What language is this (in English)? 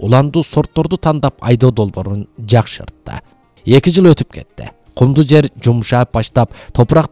Kyrgyz